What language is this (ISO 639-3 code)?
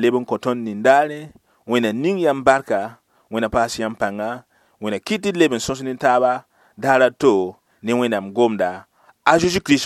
mos